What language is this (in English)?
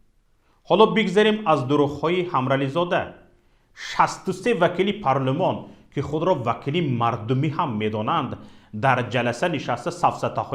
Tajik